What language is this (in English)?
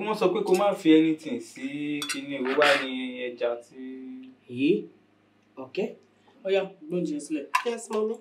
Yoruba